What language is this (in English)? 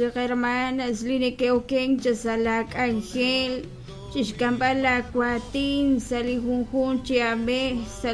Kekchí